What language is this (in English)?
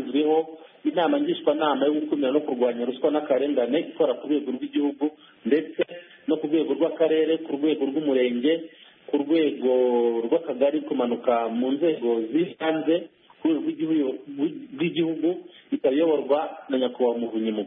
Kinyarwanda